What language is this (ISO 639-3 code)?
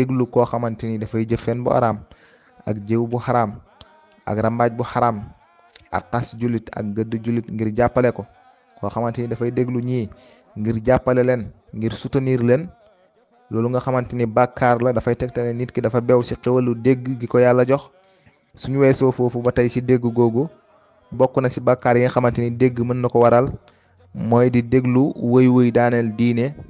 wol